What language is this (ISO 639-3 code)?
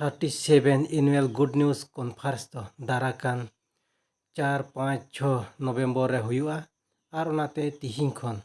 sat